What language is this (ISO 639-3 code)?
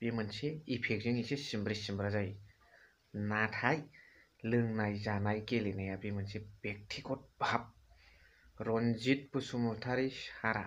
brx